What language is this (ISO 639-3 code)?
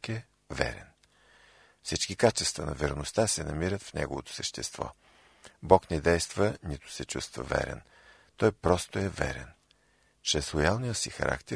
bul